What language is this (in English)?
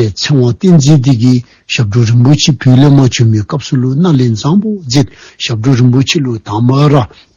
Dzongkha